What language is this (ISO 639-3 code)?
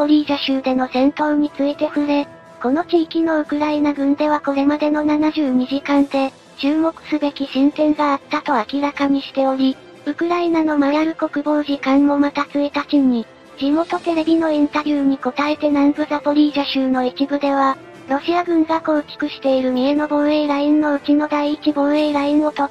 jpn